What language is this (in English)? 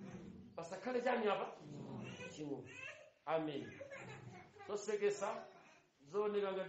Nyanja